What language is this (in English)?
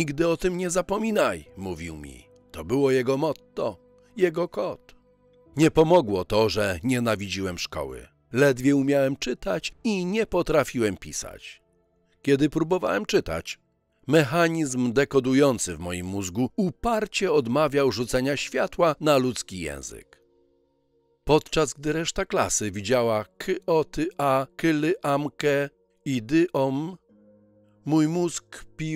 Polish